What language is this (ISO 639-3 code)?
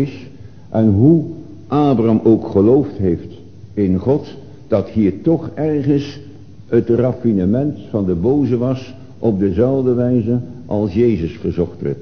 nld